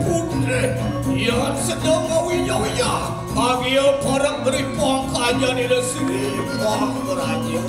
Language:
Balinese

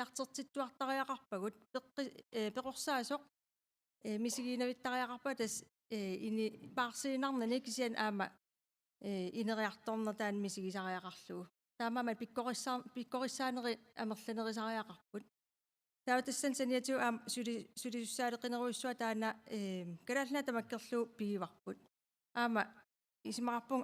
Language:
Kalaallisut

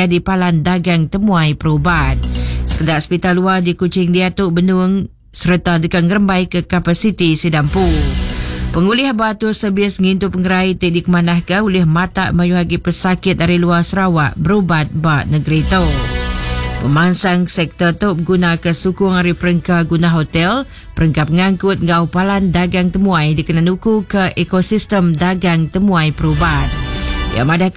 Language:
Iban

